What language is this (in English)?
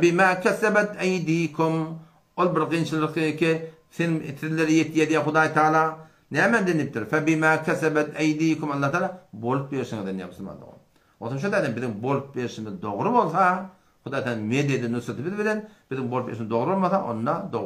Turkmen